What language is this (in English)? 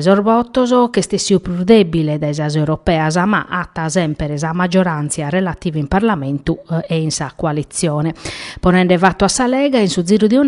Sardinian